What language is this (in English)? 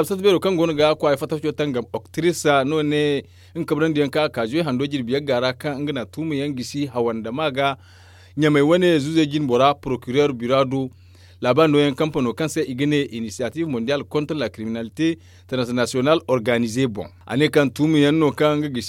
Zarma